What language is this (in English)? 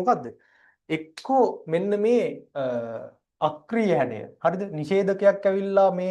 Sinhala